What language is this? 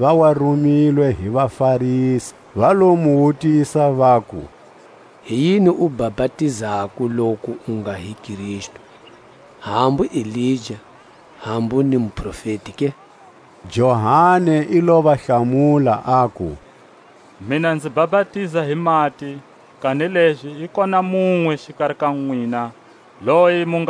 Tswa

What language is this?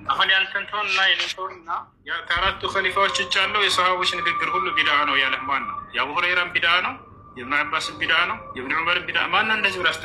Amharic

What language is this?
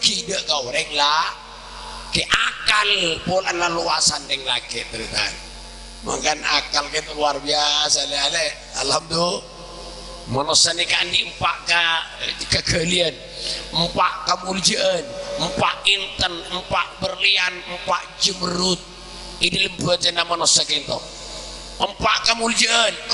Madurese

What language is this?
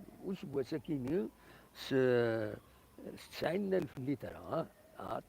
Kabyle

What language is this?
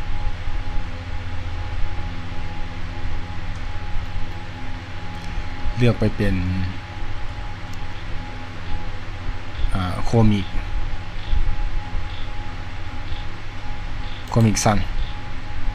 Thai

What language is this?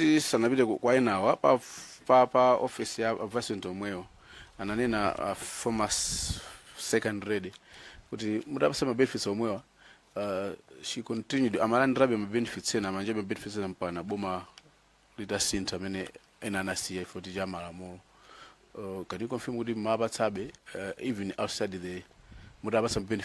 Nyanja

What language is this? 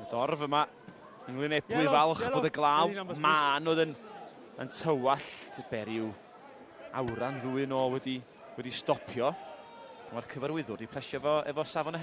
Welsh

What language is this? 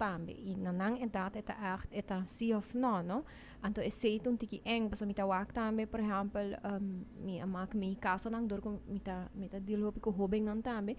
Papiamento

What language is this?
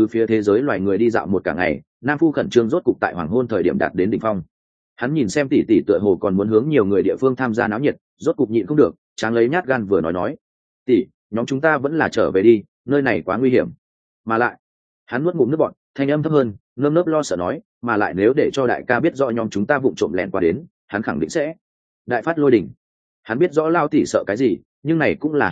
Vietnamese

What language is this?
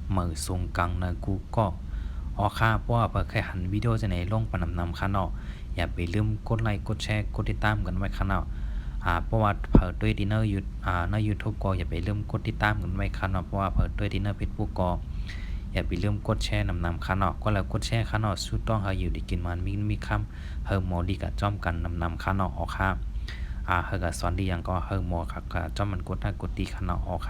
Shan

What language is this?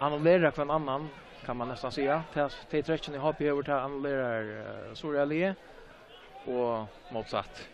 Faroese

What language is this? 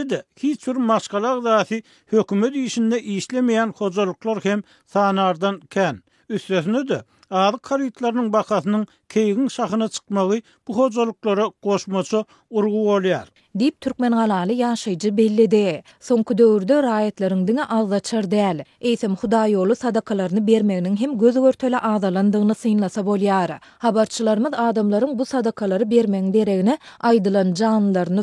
Turkmen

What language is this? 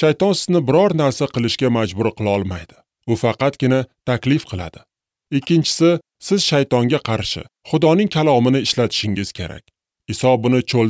Uzbek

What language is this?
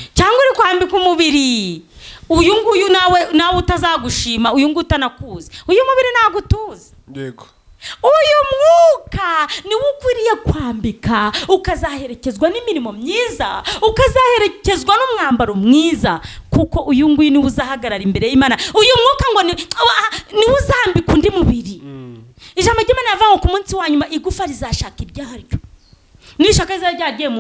Kinyarwanda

